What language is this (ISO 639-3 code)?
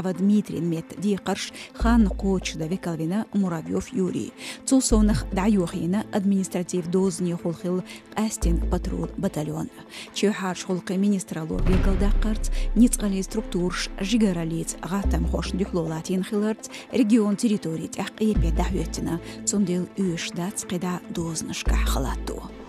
che